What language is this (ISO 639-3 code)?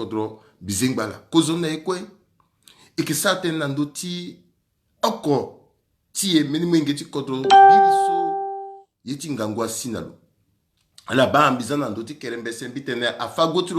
sag